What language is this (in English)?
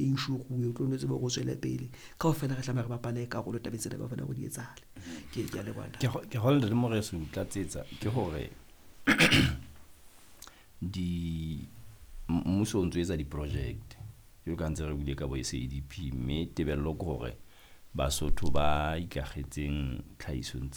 Southern Sotho